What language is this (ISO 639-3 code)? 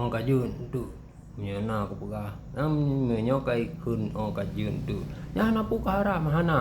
ace